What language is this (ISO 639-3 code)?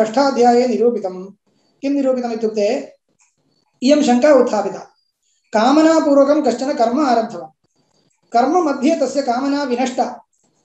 san